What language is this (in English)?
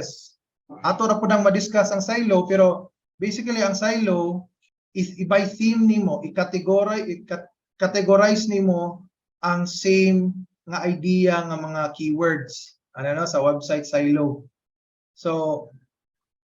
Cebuano